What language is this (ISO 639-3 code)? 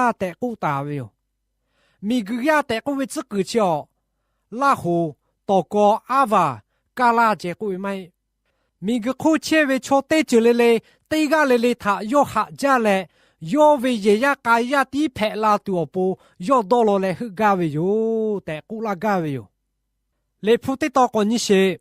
lhu